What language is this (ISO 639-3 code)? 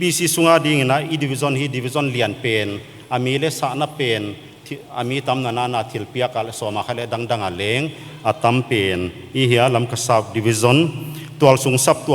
pck